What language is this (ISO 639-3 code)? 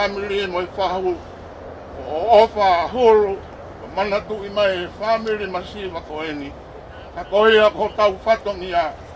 ton